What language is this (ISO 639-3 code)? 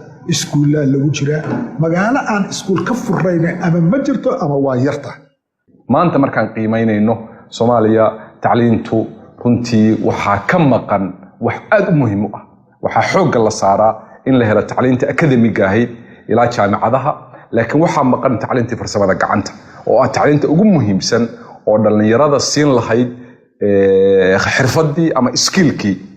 som